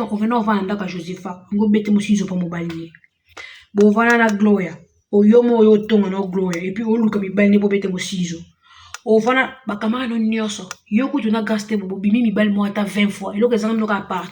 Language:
Lingala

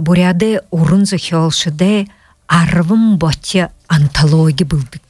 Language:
Buriat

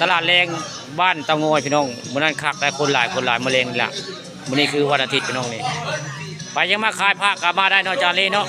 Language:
Northeastern Thai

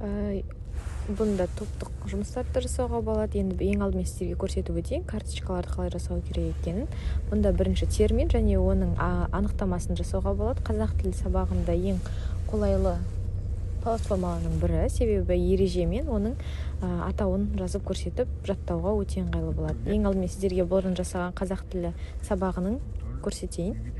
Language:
Kazakh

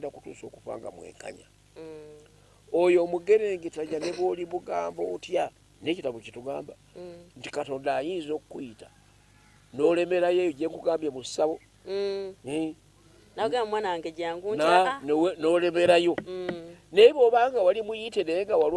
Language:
Ganda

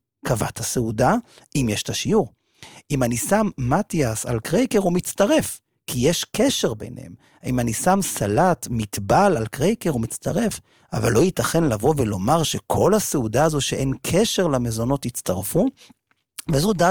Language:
Hebrew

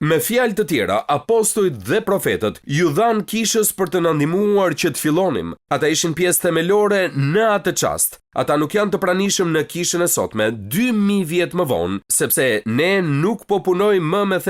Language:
Albanian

